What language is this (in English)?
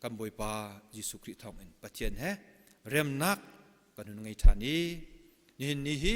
Hakha Chin